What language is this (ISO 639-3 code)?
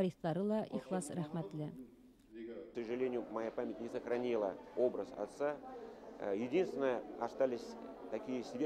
bak